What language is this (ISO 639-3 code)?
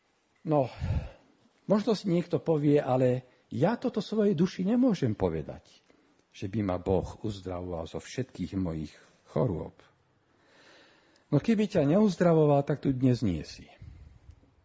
slk